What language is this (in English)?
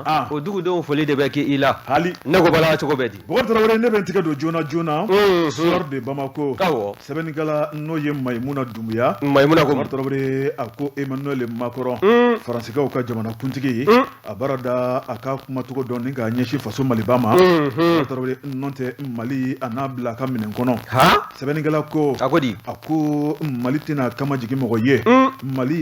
Bambara